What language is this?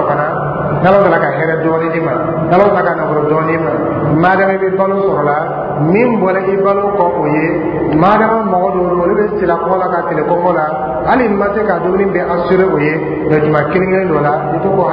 Dyula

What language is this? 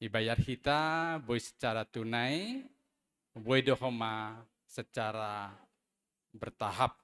Batak Simalungun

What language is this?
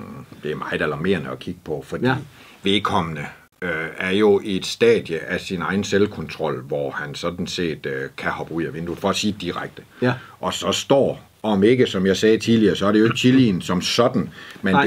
Danish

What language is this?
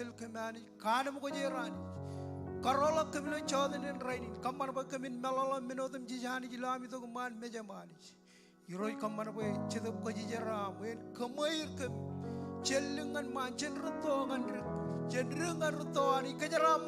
Marshallese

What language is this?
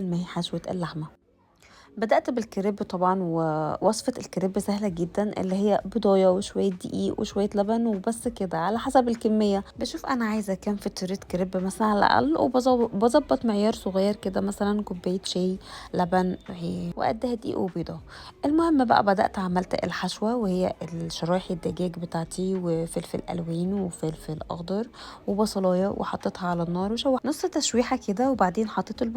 Egyptian Arabic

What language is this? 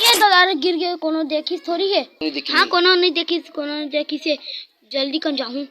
Chhattisgarhi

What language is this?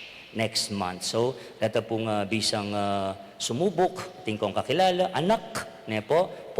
Pampanga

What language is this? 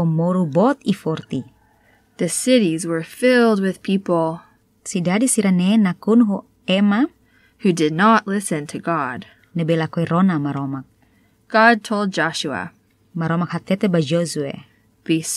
Tetum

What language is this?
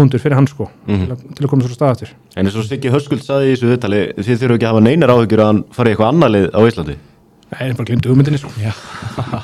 Icelandic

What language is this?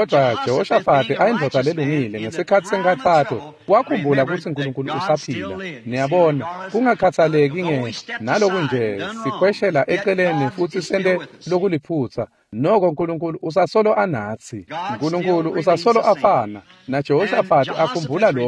Swati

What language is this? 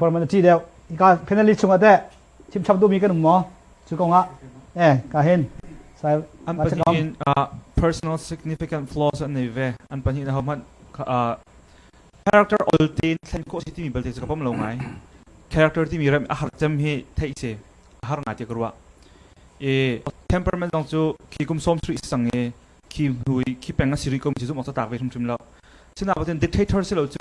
Hakha Chin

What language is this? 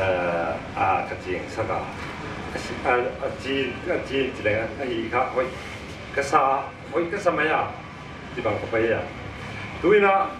Paite Chin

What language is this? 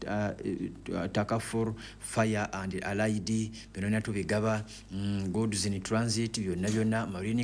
Ganda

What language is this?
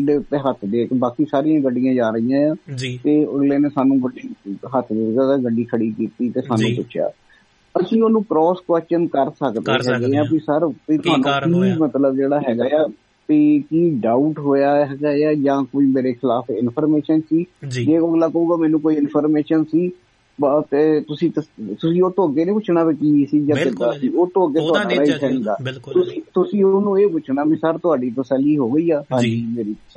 Punjabi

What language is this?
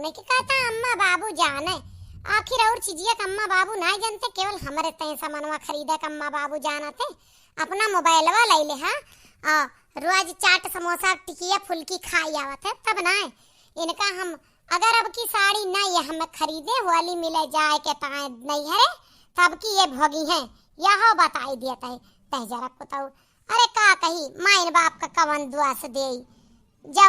Awadhi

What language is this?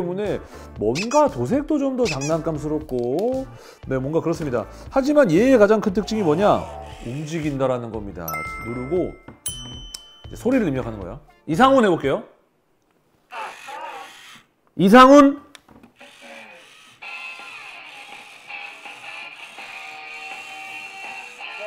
Korean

